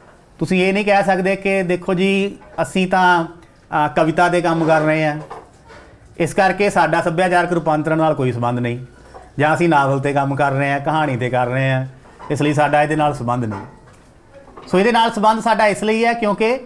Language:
Punjabi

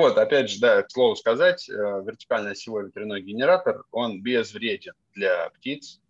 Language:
Russian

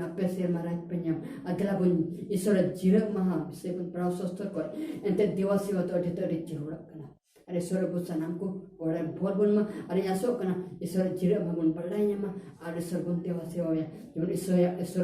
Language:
Santali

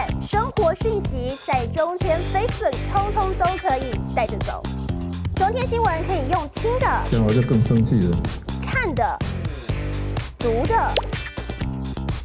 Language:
Chinese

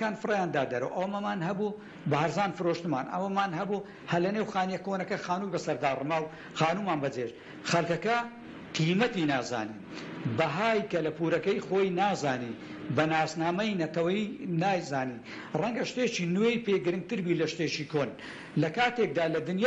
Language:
Central Kurdish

